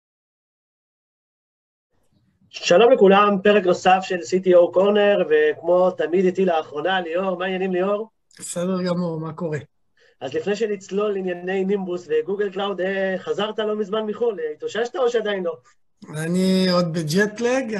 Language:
Hebrew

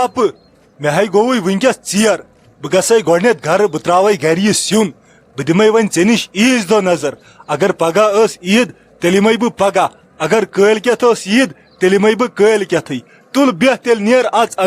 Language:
Kashmiri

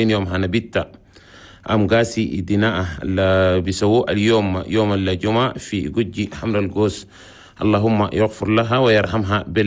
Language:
Chadian Arabic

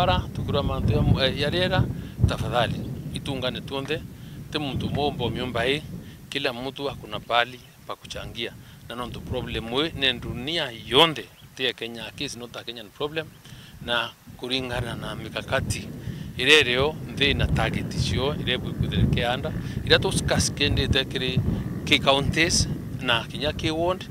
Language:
Meru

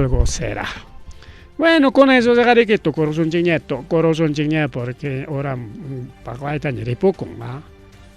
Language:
Ayacucho Quechua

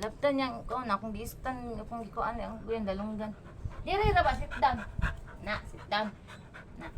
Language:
Cebuano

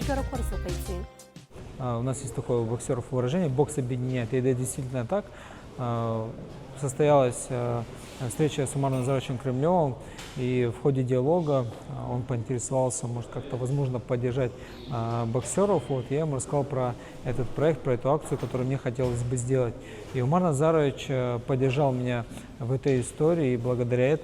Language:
Abkhazian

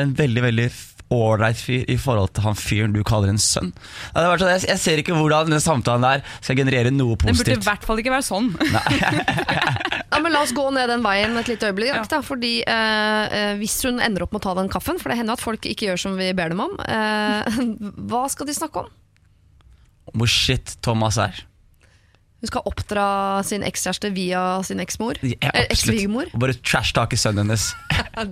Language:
Norwegian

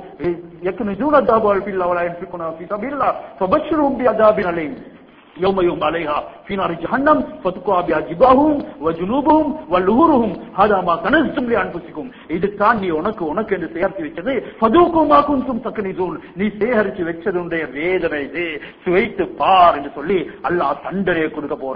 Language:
Tamil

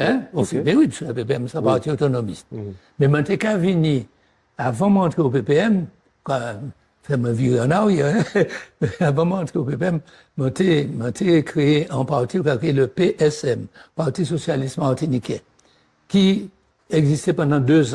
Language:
Guadeloupean Creole French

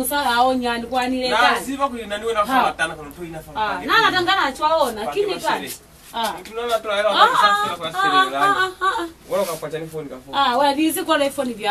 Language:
Lozi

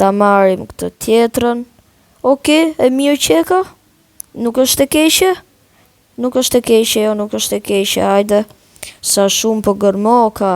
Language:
Albanian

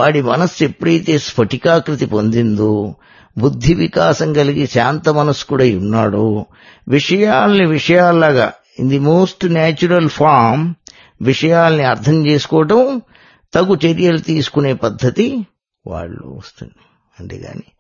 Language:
Telugu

